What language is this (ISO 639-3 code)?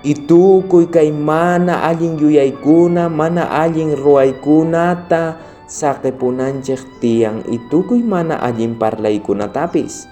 quh